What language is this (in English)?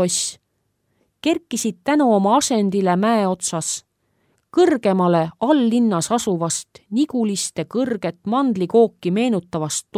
Estonian